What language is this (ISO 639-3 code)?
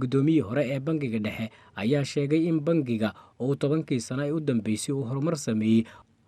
som